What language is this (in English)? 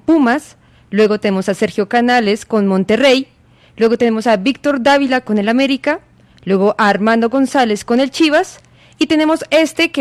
Spanish